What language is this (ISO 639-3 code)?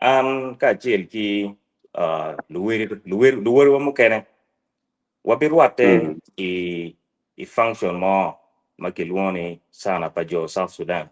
ach